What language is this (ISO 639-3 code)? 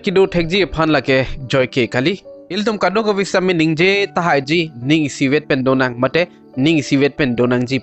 mjw